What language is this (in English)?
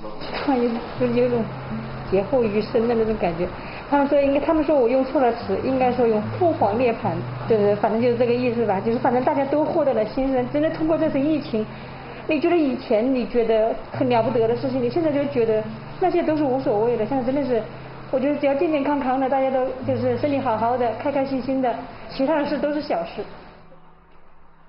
Chinese